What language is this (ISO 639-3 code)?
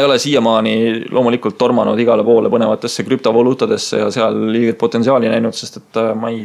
est